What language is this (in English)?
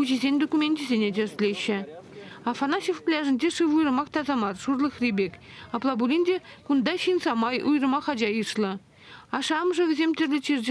Chuvash